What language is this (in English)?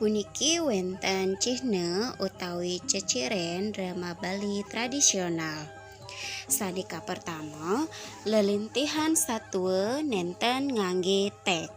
Balinese